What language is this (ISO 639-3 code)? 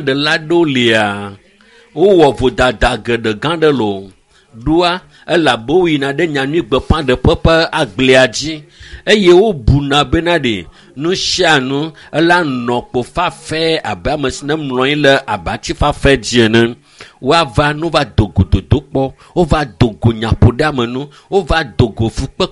ewe